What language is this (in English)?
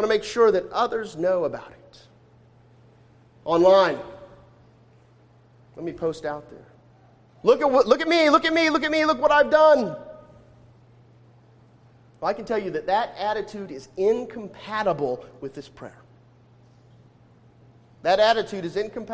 English